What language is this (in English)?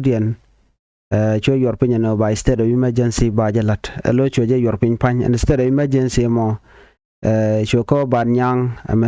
Nuer